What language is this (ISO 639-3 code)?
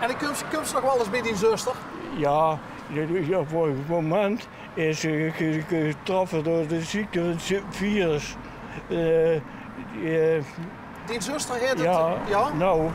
lim